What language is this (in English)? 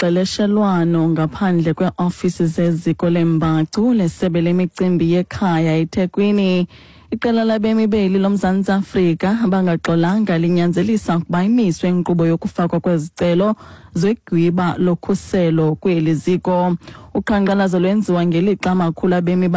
Xhosa